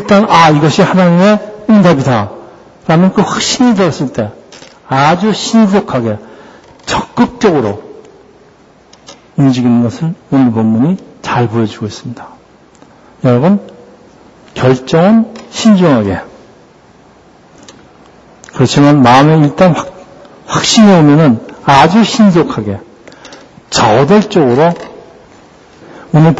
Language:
Korean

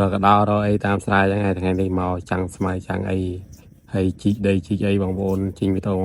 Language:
Khmer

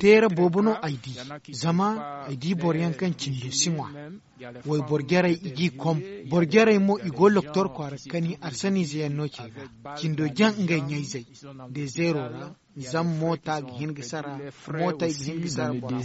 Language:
Zarma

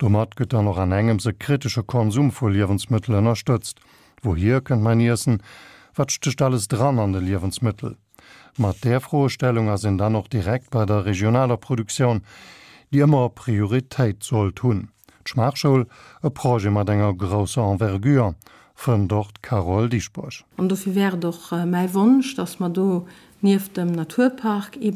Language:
Luxembourgish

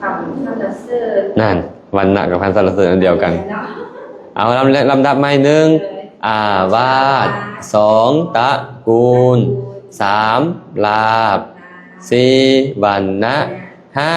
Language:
Lao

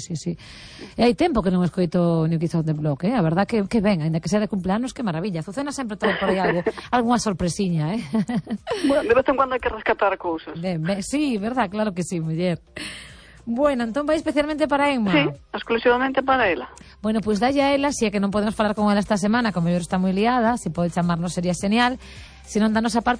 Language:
Galician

